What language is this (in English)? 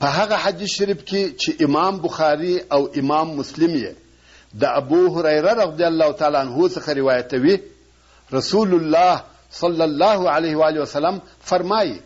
Pashto